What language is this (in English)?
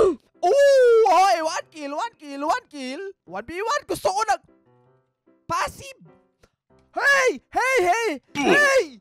Filipino